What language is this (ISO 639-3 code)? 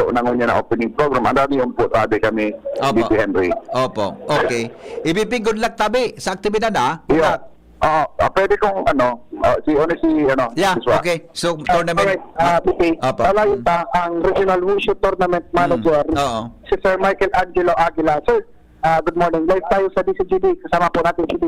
bik